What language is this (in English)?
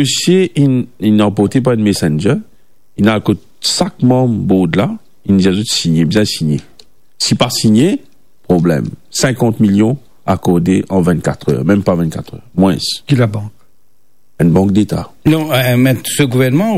Morisyen